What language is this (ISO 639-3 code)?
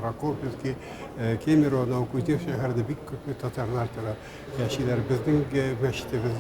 tat